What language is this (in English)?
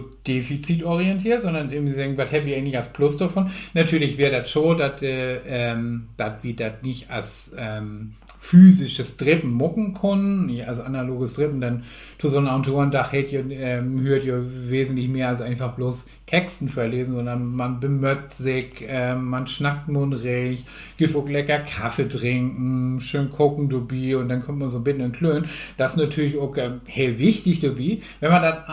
Low German